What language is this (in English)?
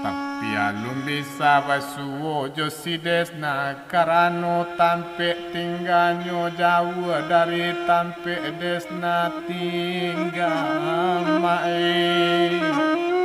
Minangkabau